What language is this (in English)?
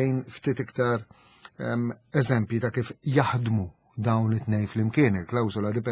Maltese